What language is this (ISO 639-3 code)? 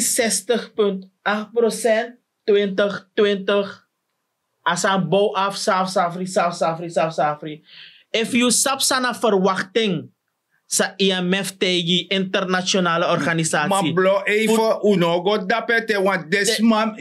srn